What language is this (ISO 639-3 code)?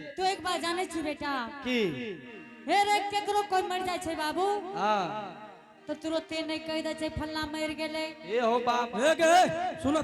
anp